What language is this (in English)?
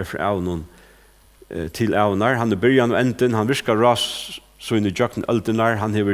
Faroese